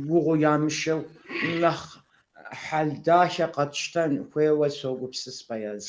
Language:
Kabardian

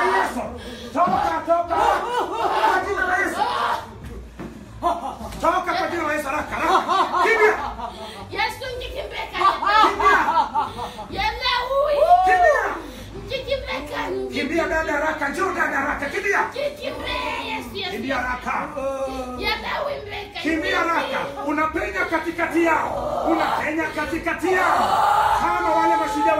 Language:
Swahili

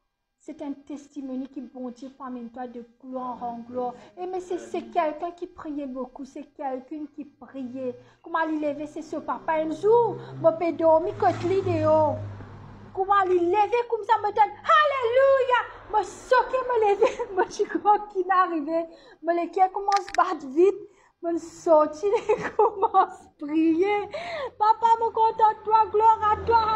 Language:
Morisyen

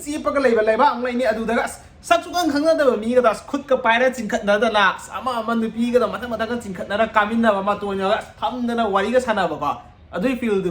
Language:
Manipuri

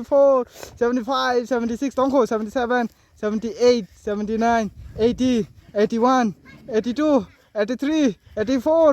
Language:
Kok Borok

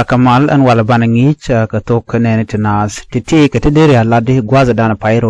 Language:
Nuer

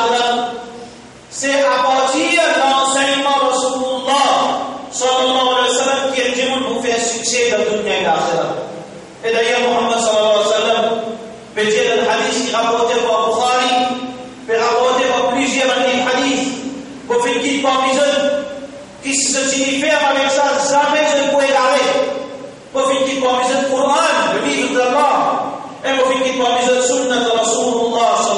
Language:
Morisyen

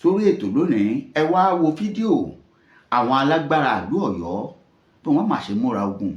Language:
Yoruba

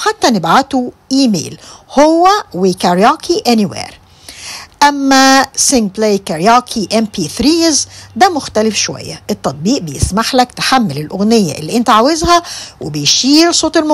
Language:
Egyptian Arabic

